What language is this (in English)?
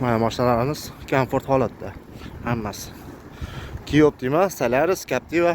Uzbek